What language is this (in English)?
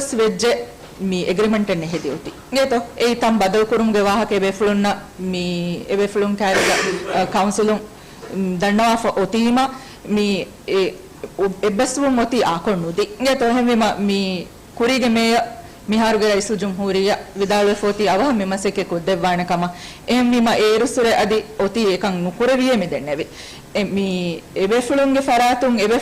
Divehi